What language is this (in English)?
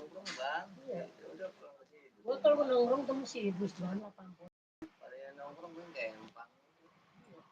Betawi